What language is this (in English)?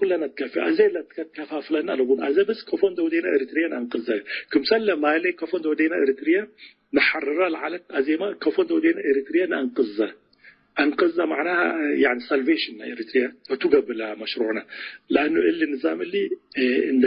Tigre